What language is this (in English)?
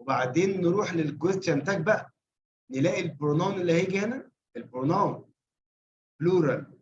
Egyptian Arabic